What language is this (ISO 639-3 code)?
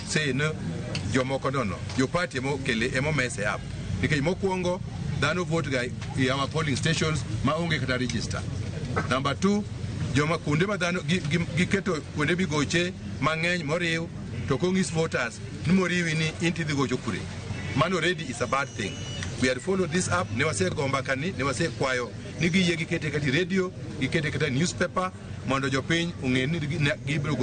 luo